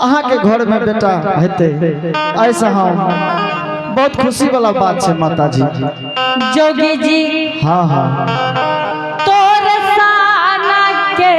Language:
Angika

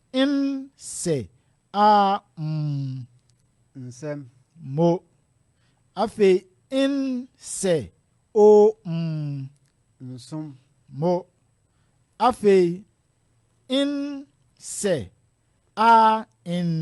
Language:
Akan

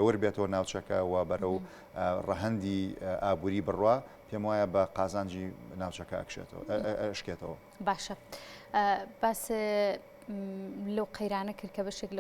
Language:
Central Kurdish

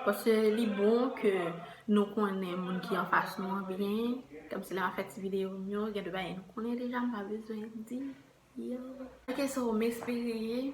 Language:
Haitian Creole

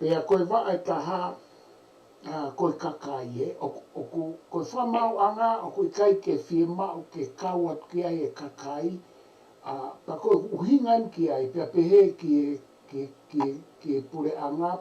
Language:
Tongan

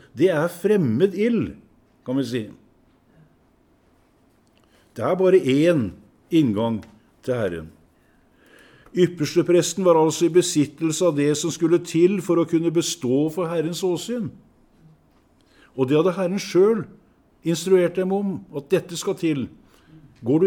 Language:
Norwegian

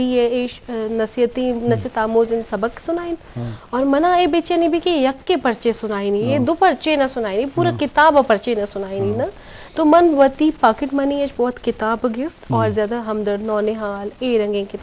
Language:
Eastern Balochi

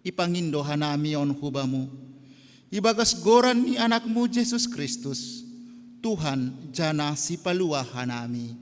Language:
Batak Simalungun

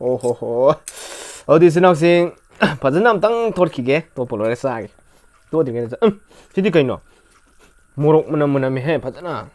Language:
Manipuri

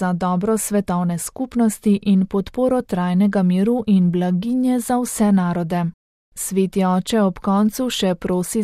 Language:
Slovenian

